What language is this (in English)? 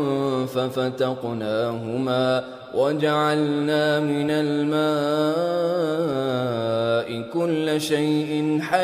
Arabic